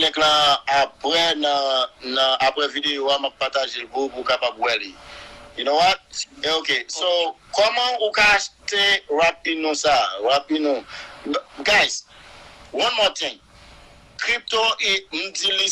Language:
Haitian Creole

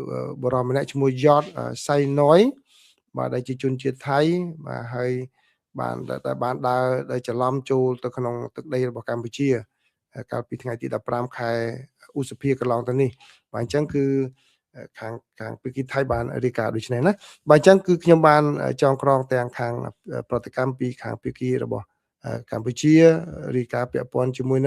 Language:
Khmer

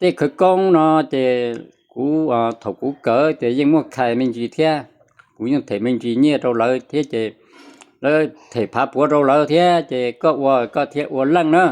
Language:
Hmong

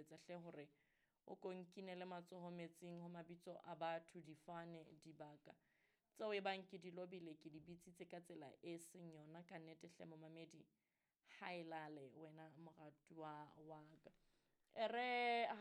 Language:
Southern Sotho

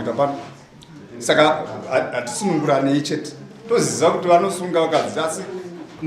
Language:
Shona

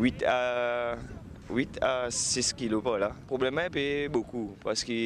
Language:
Morisyen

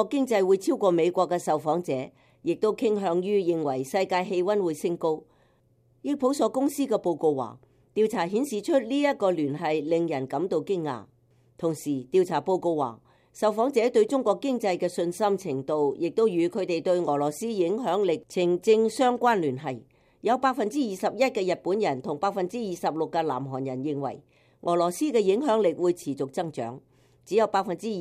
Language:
Cantonese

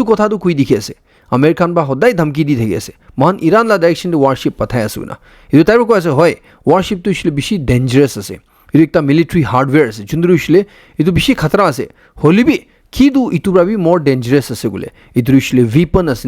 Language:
Naga Pidgin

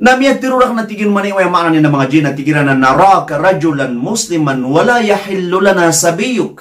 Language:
Maranao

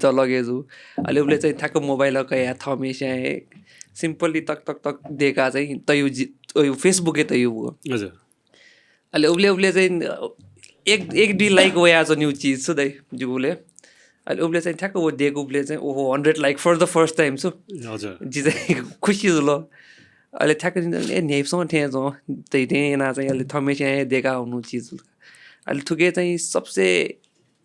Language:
Newari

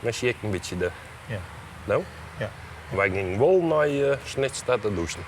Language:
Western Frisian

